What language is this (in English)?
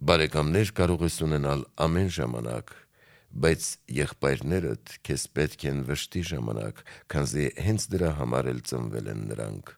Armenian